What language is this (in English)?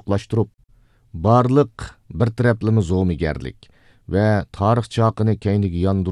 Uyghur